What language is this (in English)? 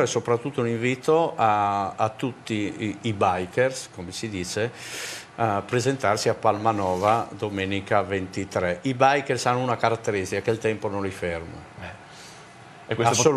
Italian